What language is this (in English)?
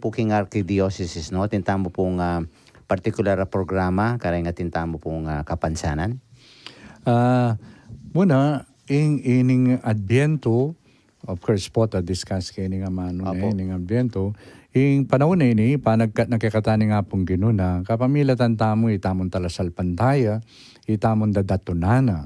Pampanga